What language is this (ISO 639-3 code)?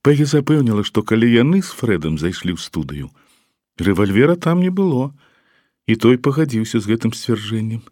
bel